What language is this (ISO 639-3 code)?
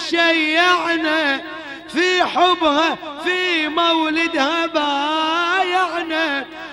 ara